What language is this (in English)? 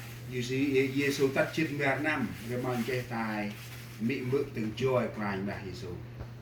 Central Mnong